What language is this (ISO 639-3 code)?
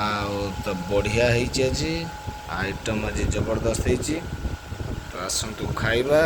ori